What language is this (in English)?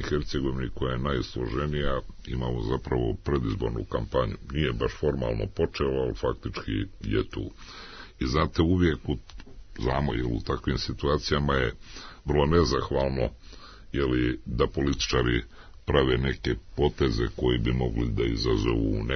Serbian